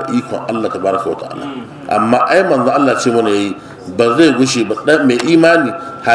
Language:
Hausa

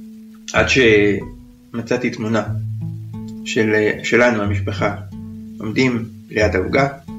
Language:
Hebrew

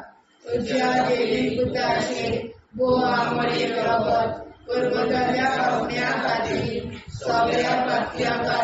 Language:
Konkani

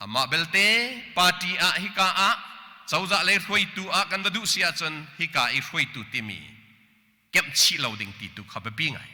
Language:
Hakha Chin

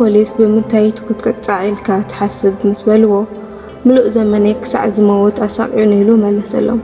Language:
Tigrinya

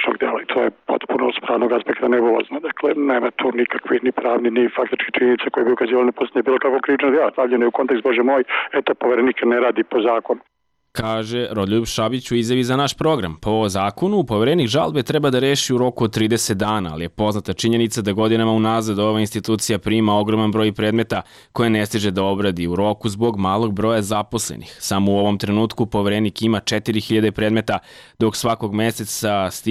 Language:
Serbian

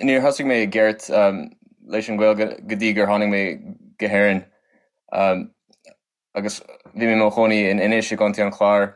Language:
Irish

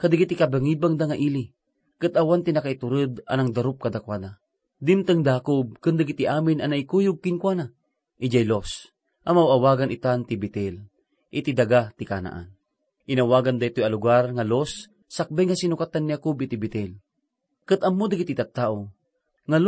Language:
Iloko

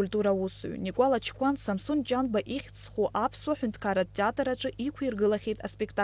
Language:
Abkhazian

